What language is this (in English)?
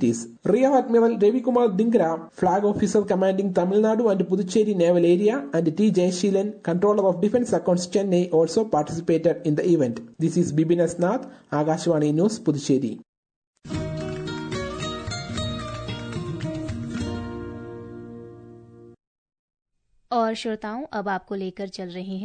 English